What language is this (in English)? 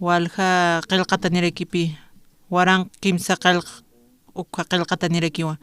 Aymara